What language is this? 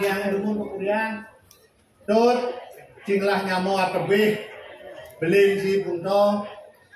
Balinese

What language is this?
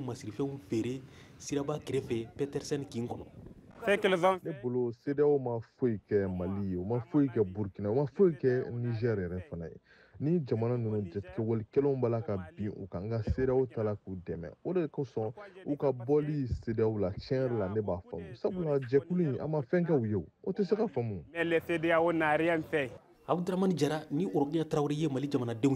Bambara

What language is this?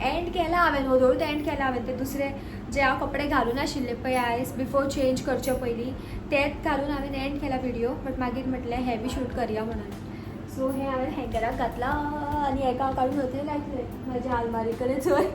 Konkani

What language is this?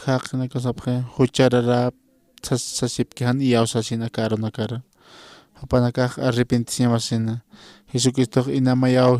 Aymara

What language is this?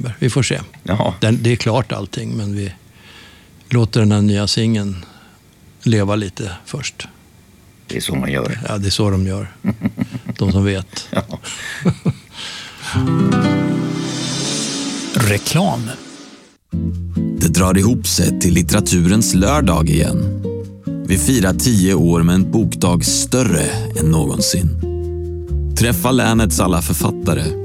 Swedish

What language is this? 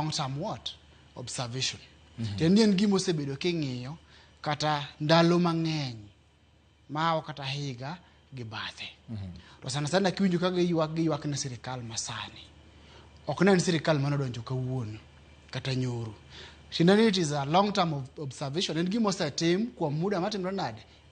Luo (Kenya and Tanzania)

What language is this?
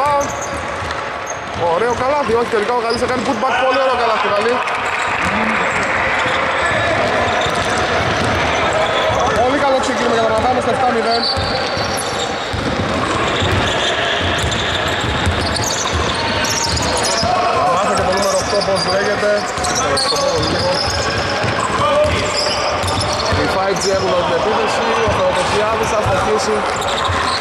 Greek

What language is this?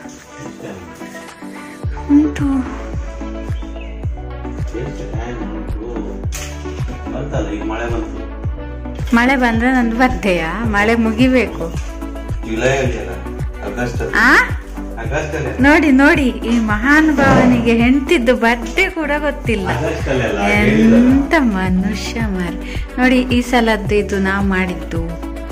Kannada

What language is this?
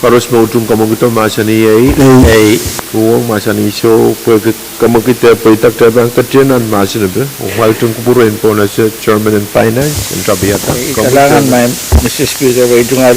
Pohnpeian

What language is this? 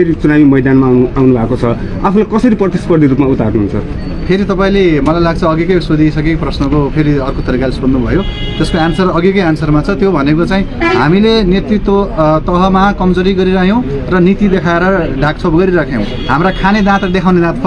Nepali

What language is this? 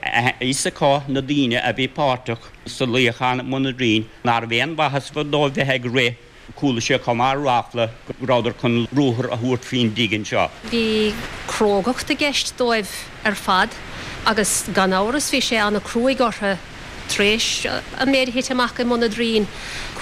Irish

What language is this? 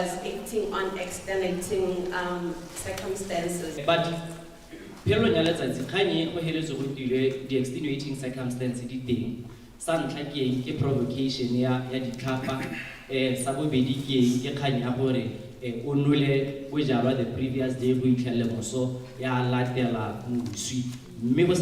Tswana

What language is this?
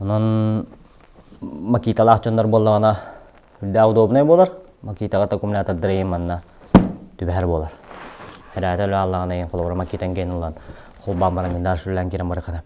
Yakut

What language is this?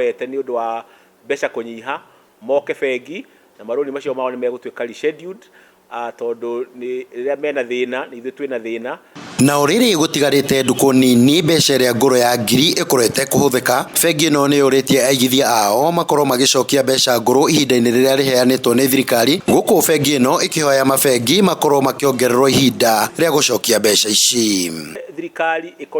Kikuyu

